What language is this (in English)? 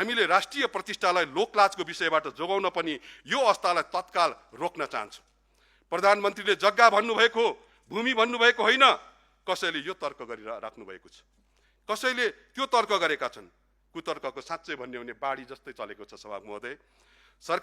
Nepali